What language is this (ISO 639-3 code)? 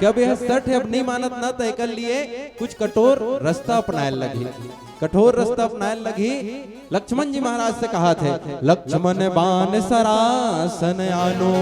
hne